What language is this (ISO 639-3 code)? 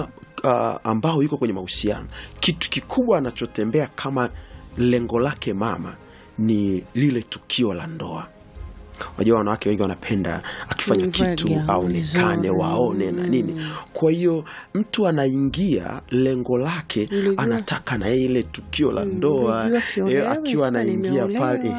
swa